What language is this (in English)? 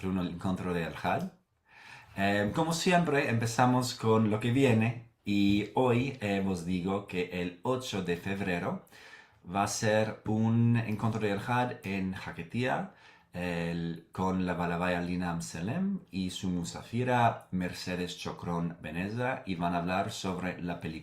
Ladino